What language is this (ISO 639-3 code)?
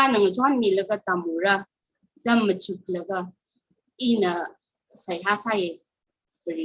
nmf